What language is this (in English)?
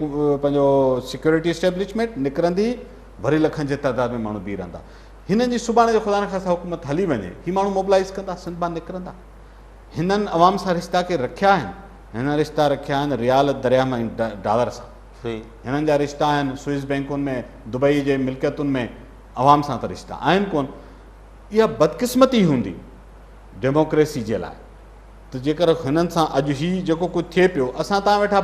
Sindhi